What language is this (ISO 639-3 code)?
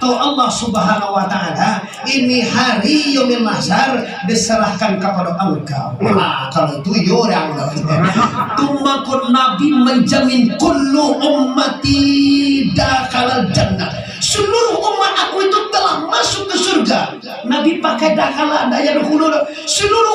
min